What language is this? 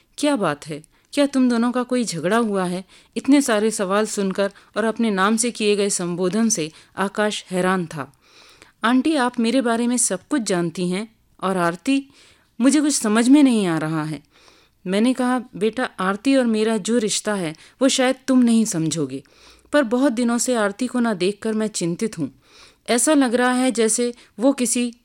Hindi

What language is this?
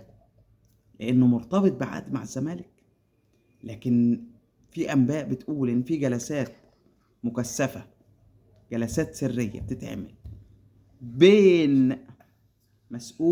Egyptian Arabic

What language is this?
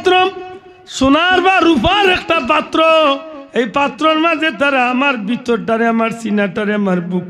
Sylheti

